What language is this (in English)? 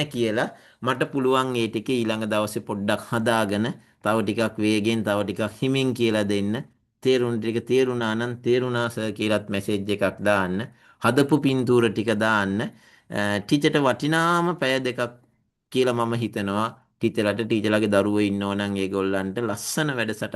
Sinhala